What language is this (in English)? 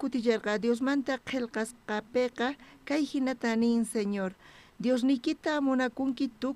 South Bolivian Quechua